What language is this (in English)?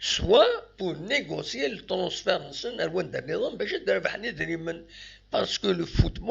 Kabyle